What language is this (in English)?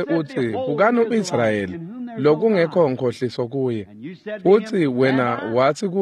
Swati